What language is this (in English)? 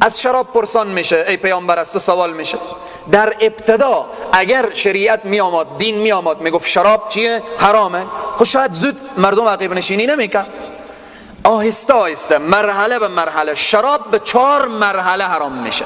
Persian